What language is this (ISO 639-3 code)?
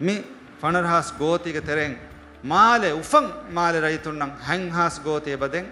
div